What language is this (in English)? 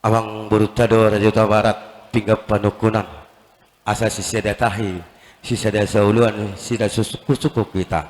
Batak Toba